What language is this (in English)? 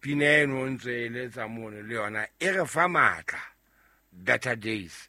Southern Sotho